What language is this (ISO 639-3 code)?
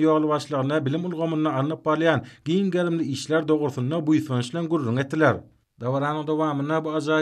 tuk